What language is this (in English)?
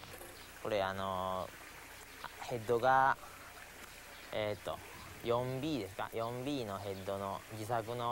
Japanese